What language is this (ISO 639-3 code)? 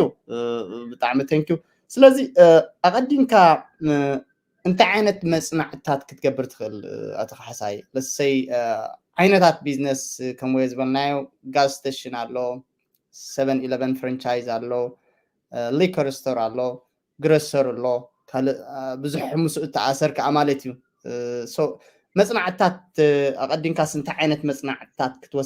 tir